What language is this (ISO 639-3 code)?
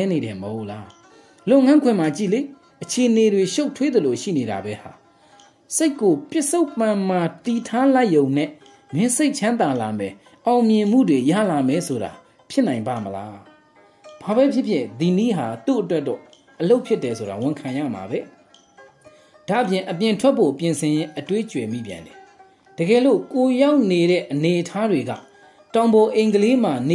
mya